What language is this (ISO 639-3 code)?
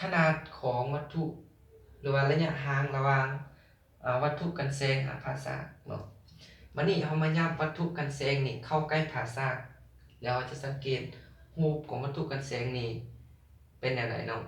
lao